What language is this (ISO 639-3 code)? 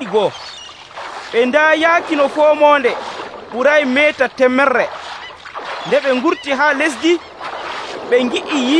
fuv